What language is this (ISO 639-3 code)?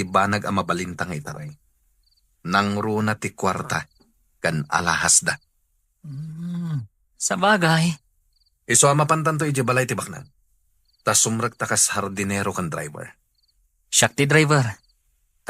ilo